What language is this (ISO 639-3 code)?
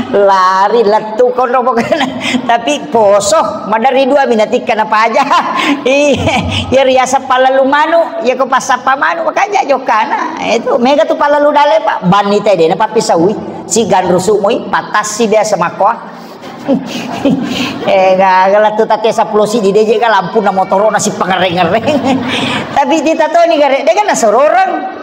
bug